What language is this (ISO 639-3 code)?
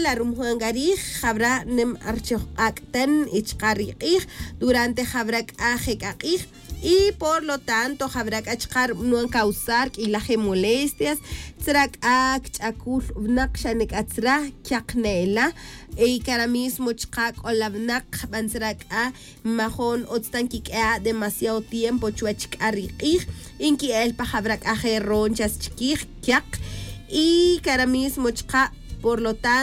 tzj